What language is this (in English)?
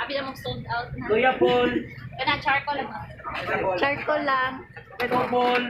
Cebuano